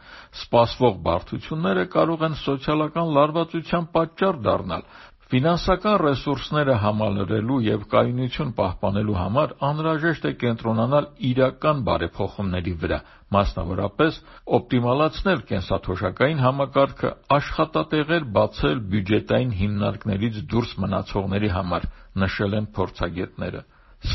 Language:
Armenian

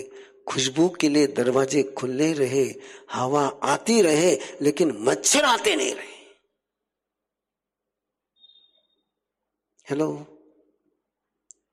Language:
Hindi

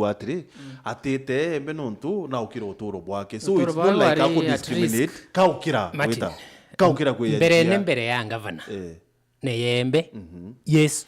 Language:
Meru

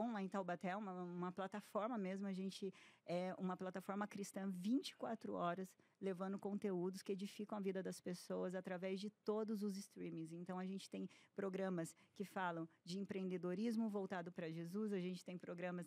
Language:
Portuguese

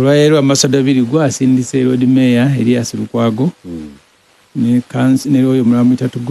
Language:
Ganda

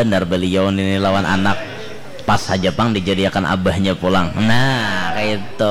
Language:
Banjar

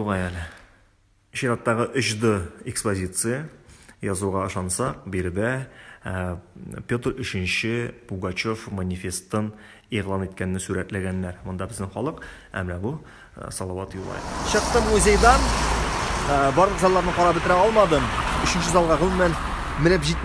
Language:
Tatar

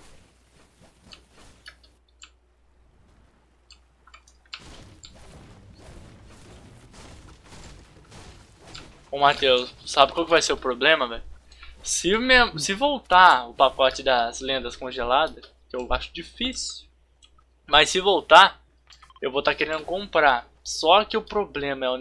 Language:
Portuguese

